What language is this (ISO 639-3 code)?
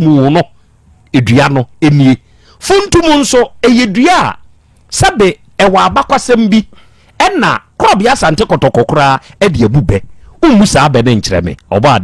aka